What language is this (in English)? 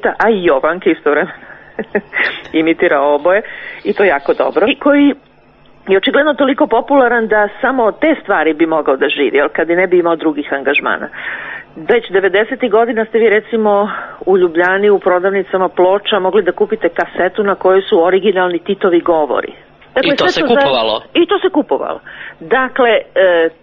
Serbian